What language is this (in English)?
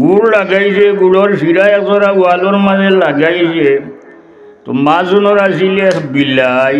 Sylheti